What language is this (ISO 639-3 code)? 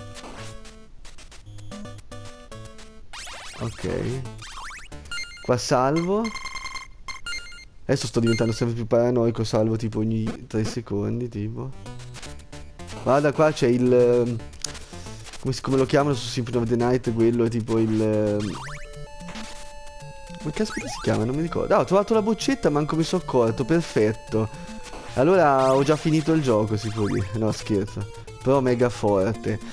ita